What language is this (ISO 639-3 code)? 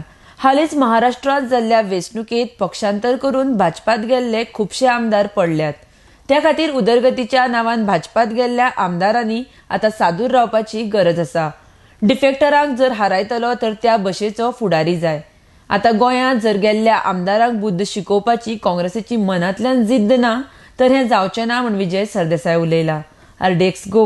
kok